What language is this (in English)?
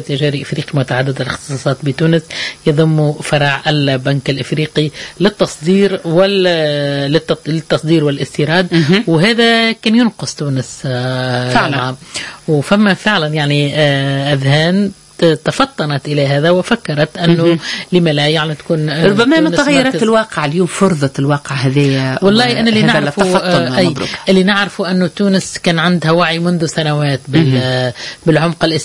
Tunisian Arabic